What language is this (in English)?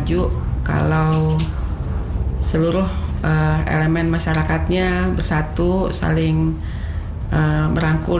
Indonesian